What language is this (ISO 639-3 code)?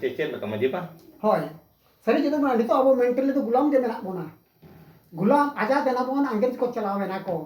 sat